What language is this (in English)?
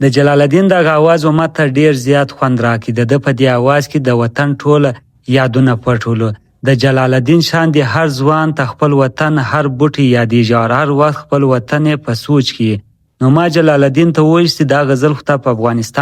Pashto